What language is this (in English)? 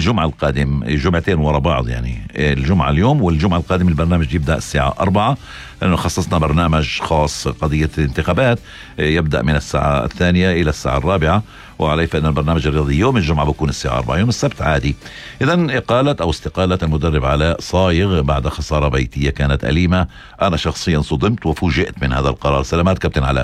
North Levantine Arabic